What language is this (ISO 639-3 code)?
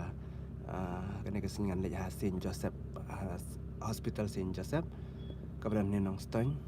kha